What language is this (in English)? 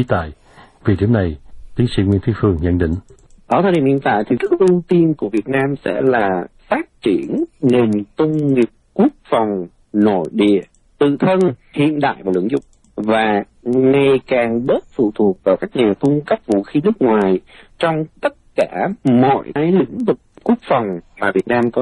Vietnamese